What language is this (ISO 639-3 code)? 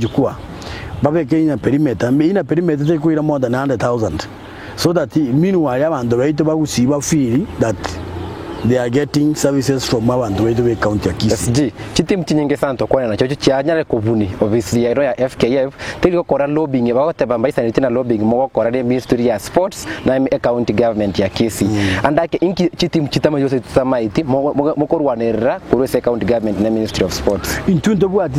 guz